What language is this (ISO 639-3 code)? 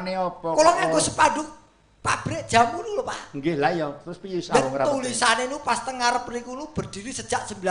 jav